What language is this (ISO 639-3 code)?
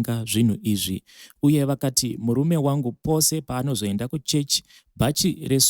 sna